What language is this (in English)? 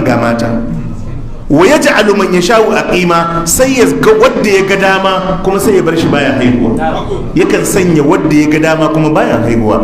Hausa